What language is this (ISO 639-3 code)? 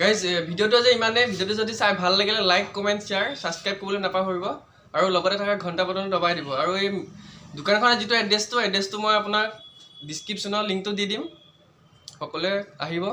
asm